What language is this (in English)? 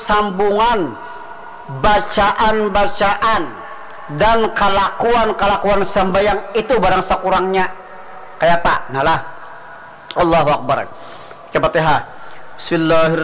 Banjar